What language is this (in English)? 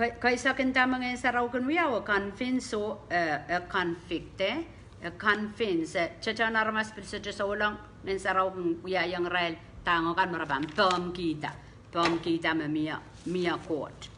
Pohnpeian